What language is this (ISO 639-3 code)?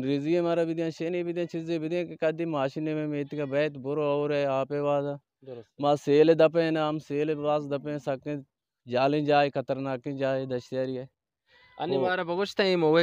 bal